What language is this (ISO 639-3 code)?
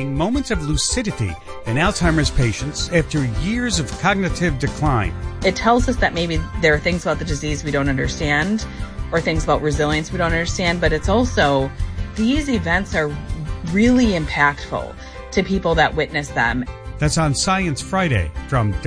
eng